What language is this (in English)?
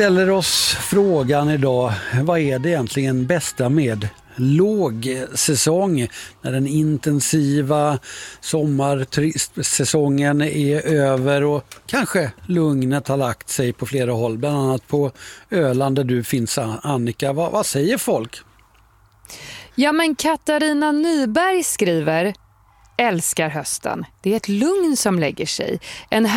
Swedish